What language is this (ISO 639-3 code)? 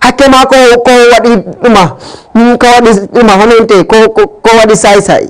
ful